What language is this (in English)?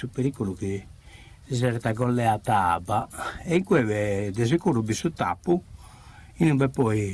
Sardinian